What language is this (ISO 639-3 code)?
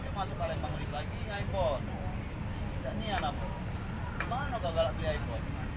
mui